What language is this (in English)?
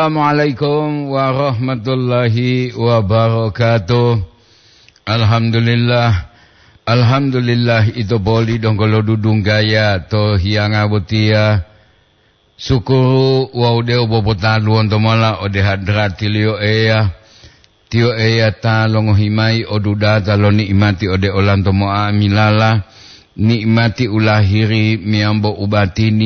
Gorontalo